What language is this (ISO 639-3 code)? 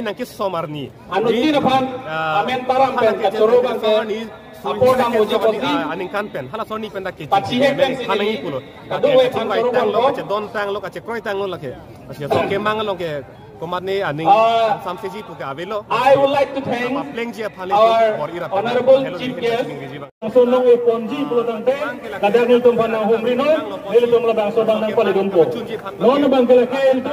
mjw